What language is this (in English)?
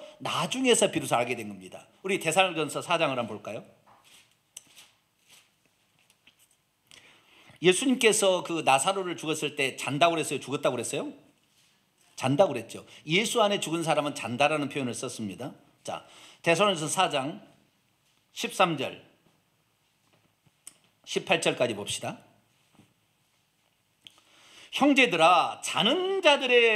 Korean